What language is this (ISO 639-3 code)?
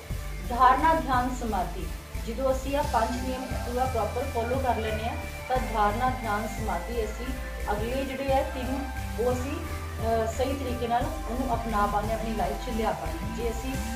pan